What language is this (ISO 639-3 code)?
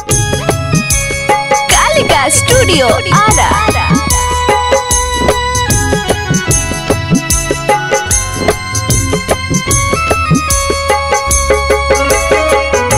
bho